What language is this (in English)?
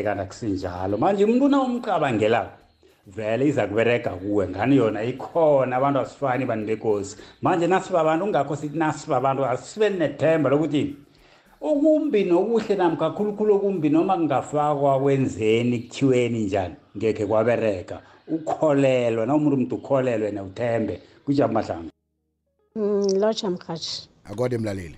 South Ndebele